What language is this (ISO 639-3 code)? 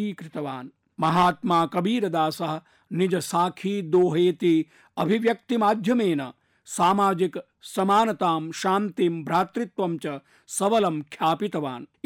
san